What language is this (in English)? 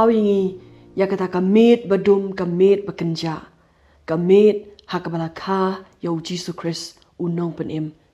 Khasi